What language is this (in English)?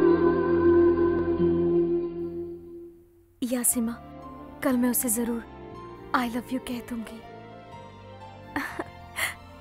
Hindi